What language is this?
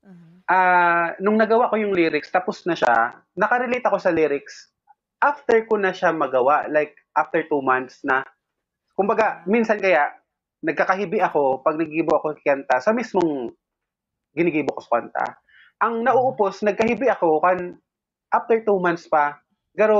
Bikol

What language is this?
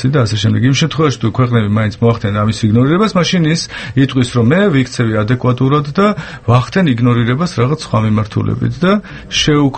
Georgian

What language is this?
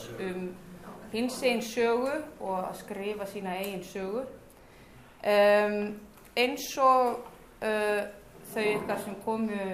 Icelandic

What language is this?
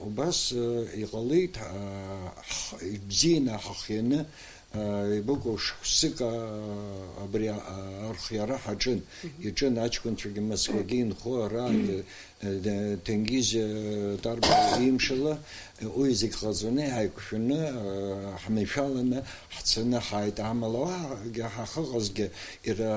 Abkhazian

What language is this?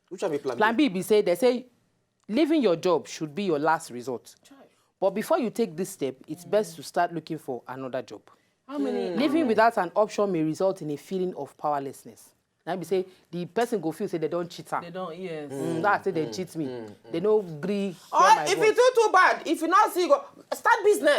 Nigerian Pidgin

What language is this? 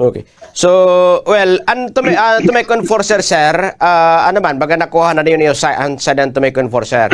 Waray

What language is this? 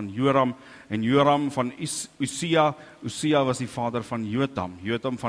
Afrikaans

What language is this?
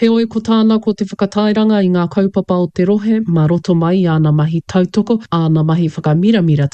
Māori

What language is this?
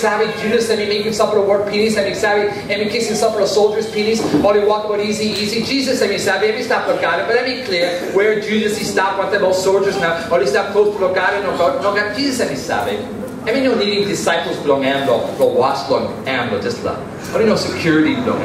Tok Pisin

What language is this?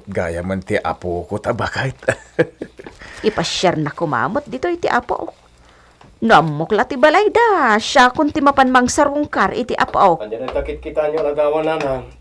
Iloko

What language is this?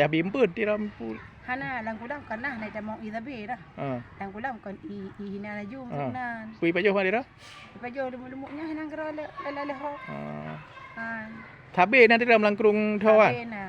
Achinese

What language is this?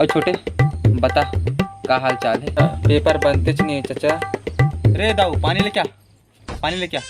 Chhattisgarhi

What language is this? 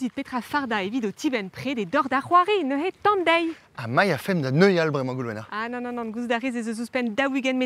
Breton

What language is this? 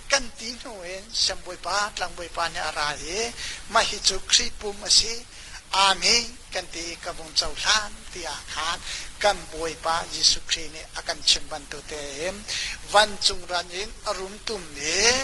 Hakha Chin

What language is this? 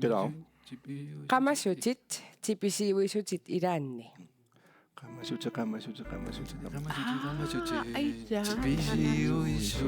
Kalaallisut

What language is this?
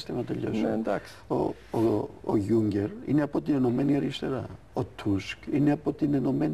Greek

